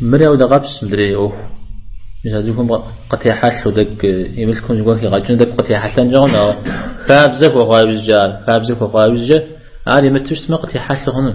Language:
Kabardian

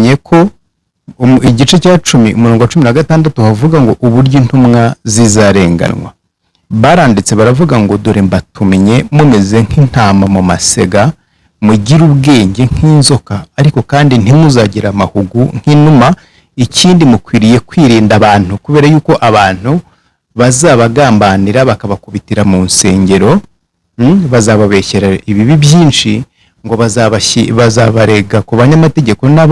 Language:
Kinyarwanda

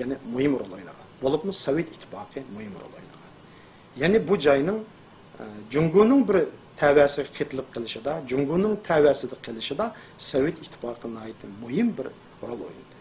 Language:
Uyghur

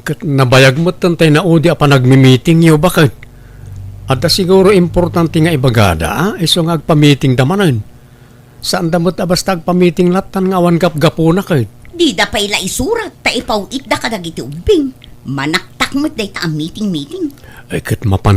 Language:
Iloko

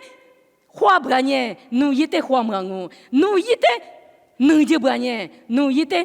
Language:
Lisu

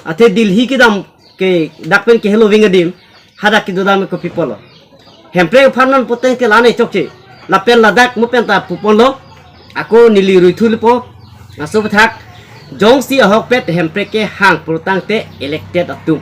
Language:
Karbi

